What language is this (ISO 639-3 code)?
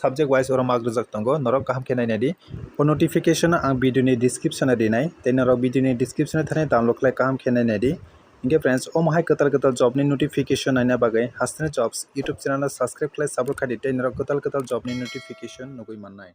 trp